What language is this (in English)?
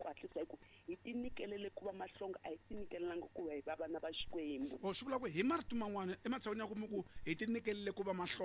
Tsonga